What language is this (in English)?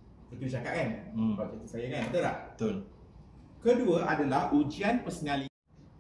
Malay